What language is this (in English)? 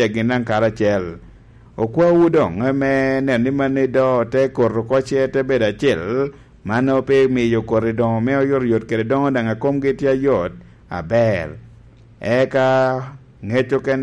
Lango (Uganda)